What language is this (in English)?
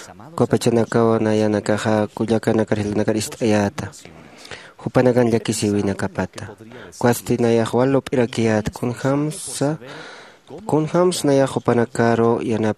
Aymara